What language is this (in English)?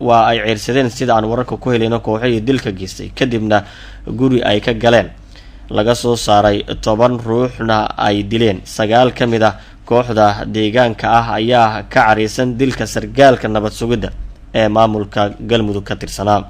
Somali